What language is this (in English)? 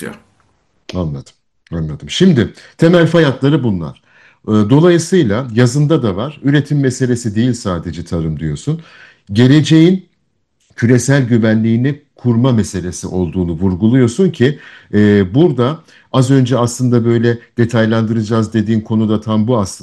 Turkish